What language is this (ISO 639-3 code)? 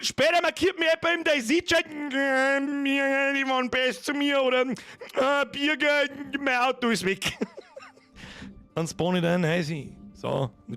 bar